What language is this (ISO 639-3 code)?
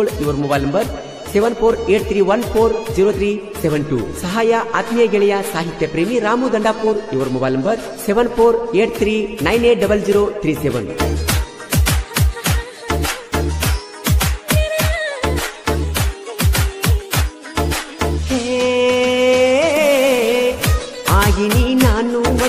kan